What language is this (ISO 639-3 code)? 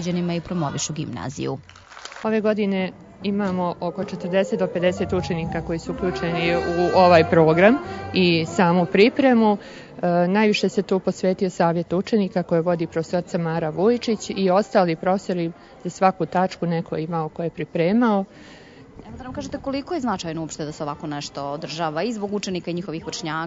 srp